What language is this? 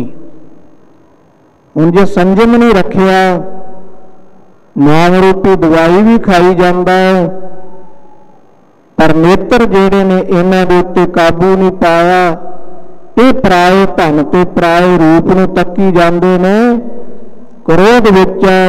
Punjabi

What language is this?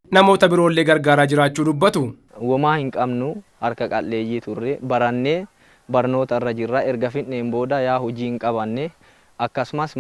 Oromo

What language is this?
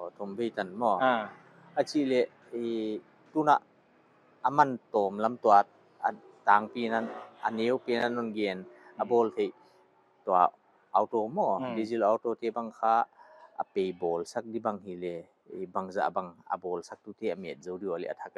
Paite Chin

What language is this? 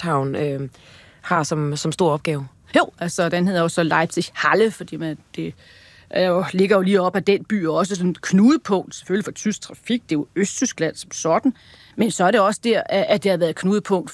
Danish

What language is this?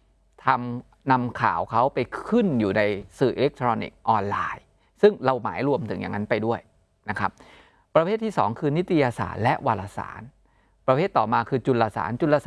Thai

